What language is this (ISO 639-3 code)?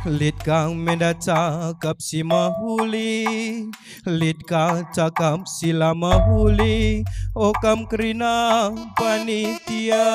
btx